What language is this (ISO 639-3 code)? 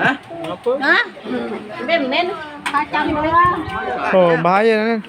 sas